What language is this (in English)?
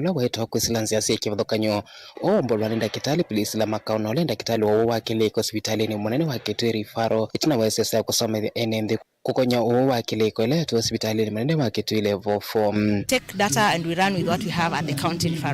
Kamba